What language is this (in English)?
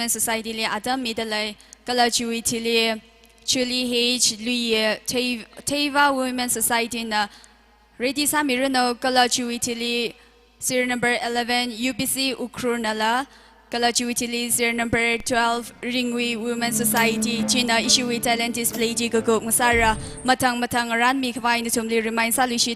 Tangkhul Naga (India)